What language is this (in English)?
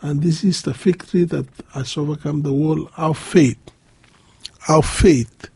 Bislama